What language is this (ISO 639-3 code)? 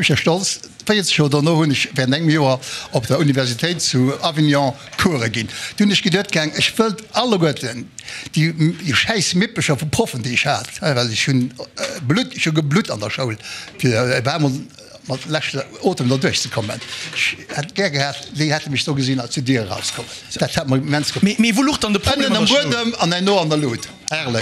ltz